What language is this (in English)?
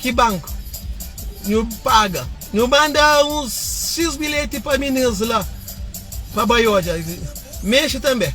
Kabuverdianu